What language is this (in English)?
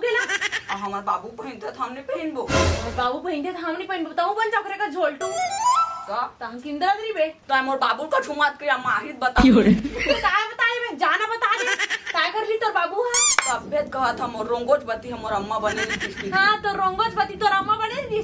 Chhattisgarhi